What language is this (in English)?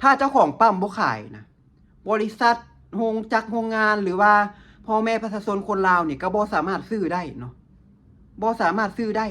Lao